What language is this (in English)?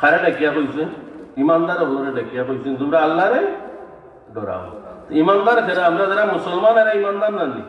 Sylheti